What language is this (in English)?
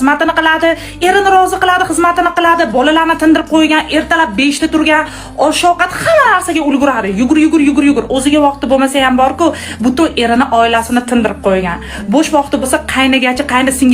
Uzbek